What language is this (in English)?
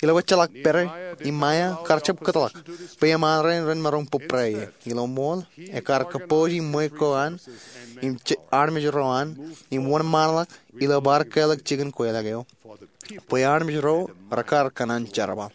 Marshallese